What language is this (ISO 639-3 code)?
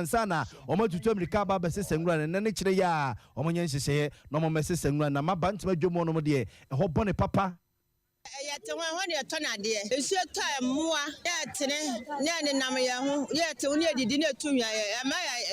aka